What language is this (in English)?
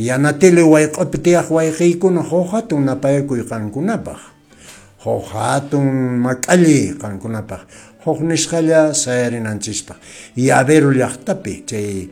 Quechua